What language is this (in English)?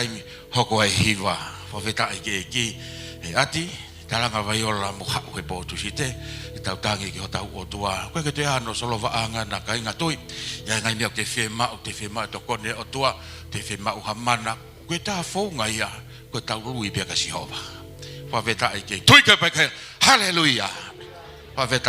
Tongan